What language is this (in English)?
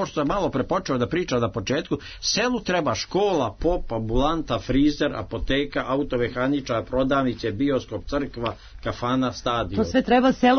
Serbian